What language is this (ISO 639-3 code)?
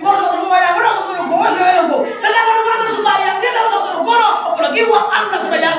min